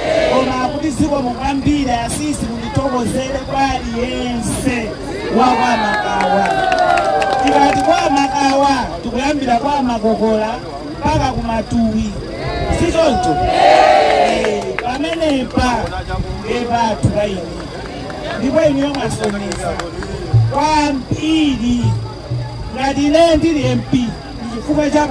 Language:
Nyanja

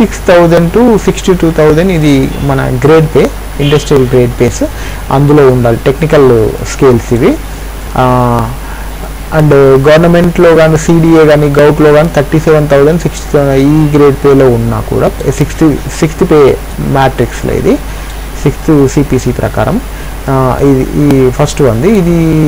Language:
Telugu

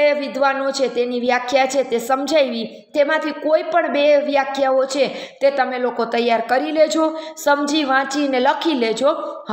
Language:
Gujarati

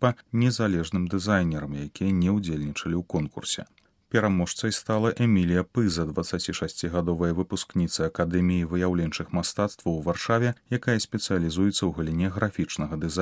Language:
Belarusian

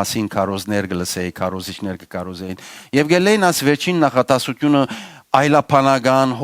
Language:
Western Armenian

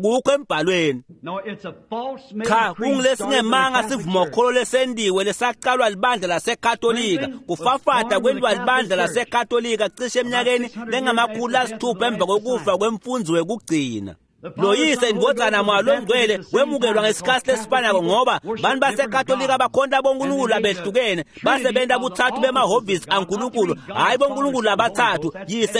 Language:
Swati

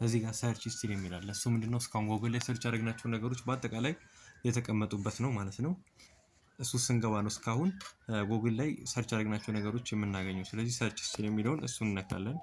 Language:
Amharic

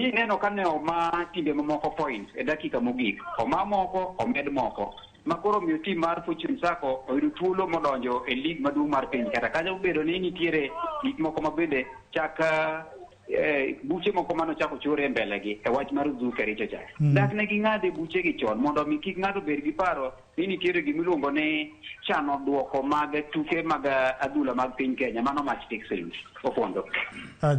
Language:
Luo (Kenya and Tanzania)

